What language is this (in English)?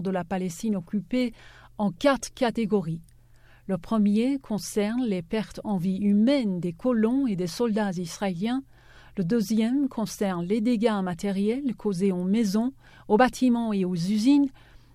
French